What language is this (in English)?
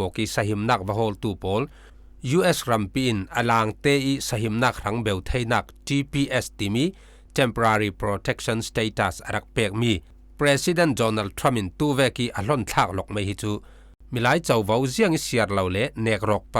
Falam Chin